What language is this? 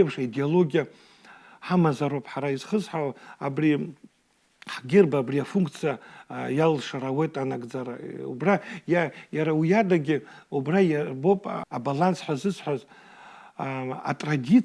Abkhazian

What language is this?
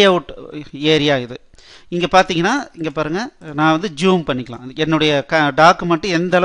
Tamil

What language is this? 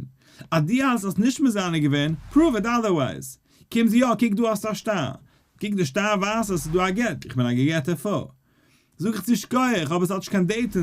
Yiddish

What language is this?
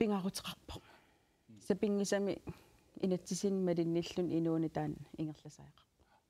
Kalaallisut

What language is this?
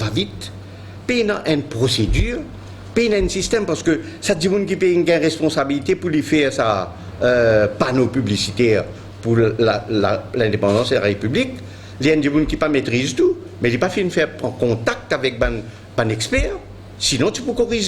Morisyen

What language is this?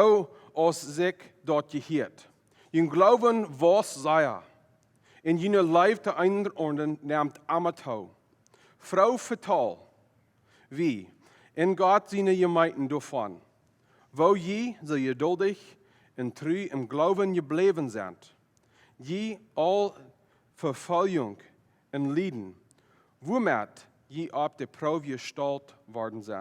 Plautdietsch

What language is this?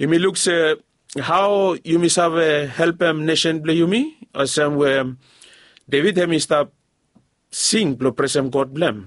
Bislama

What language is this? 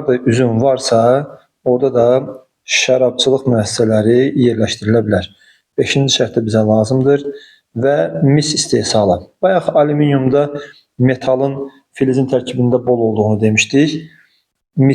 Azerbaijani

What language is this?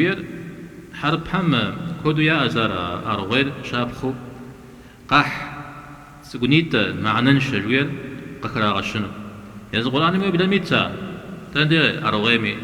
Kabardian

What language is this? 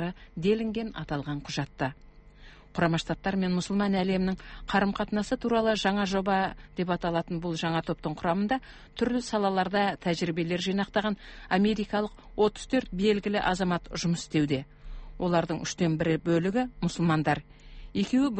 Kazakh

